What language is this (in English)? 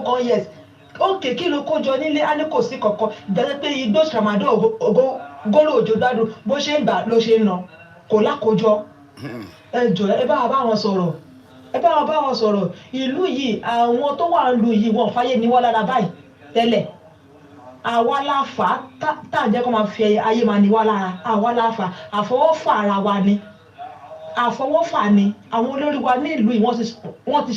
Yoruba